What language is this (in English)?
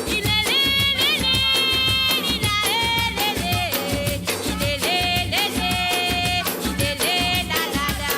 Morisyen